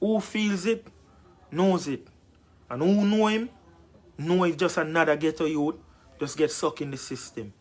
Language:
Jamaican Creole English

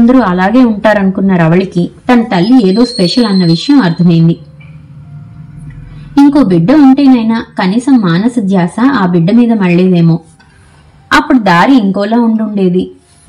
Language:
Telugu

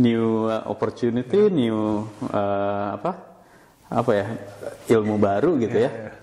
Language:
Indonesian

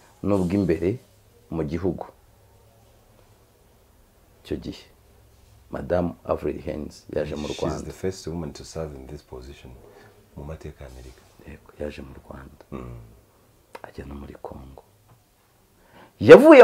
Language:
Kinyarwanda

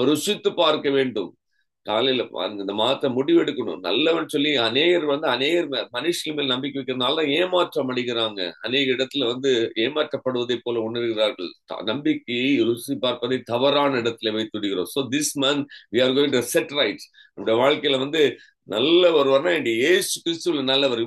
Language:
Tamil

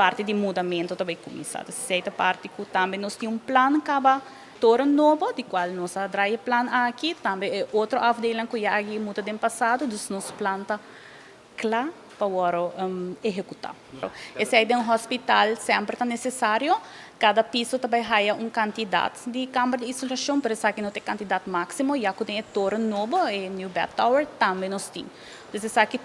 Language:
Papiamento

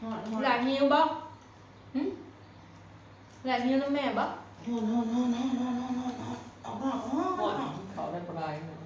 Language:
Northeastern Thai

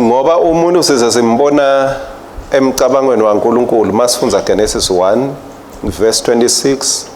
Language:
Swati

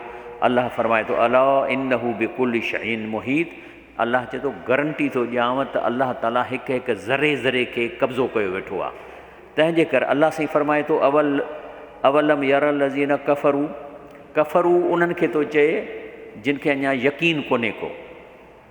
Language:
Sindhi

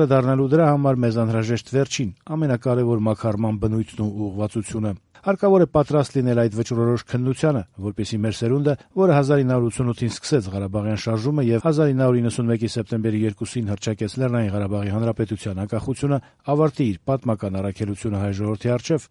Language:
Armenian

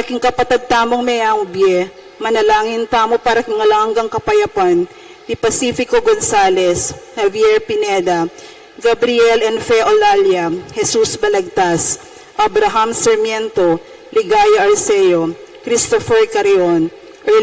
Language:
Pampanga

